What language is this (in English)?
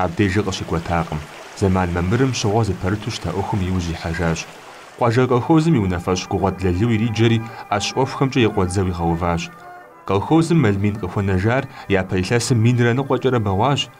Kabardian